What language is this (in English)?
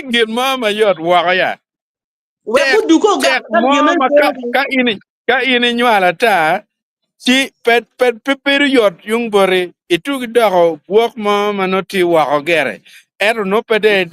Acoli